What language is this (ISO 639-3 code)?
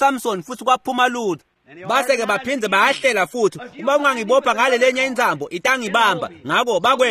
ssw